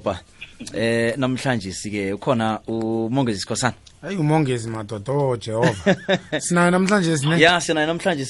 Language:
South Ndebele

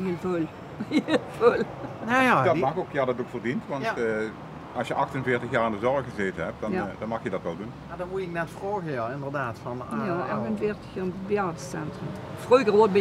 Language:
Limburgish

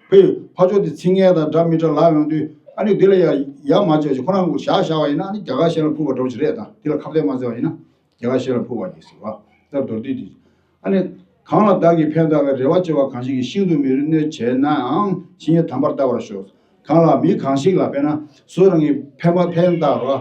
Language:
Tibetan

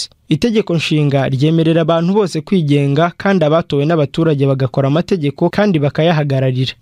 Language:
Kinyarwanda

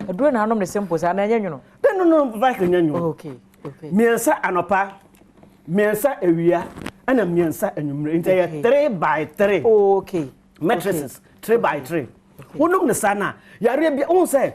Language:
Akan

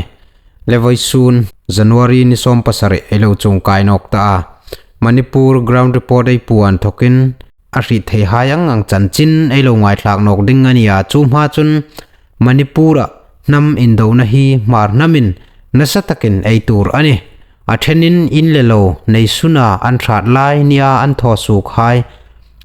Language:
Hmar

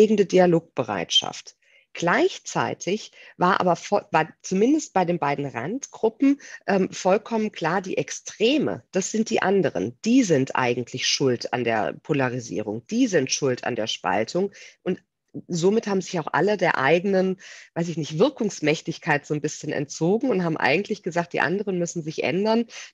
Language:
German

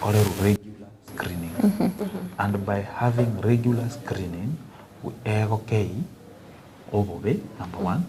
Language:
Gusii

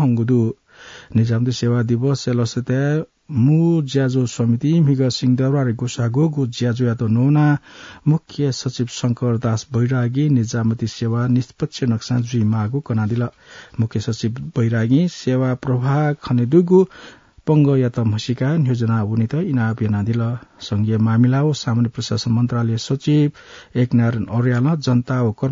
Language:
Newari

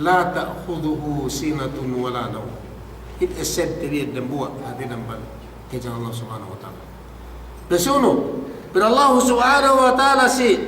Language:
Yakan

